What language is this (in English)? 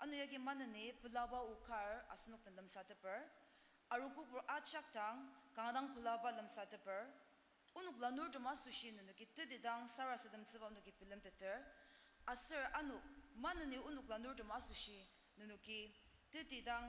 Ao Naga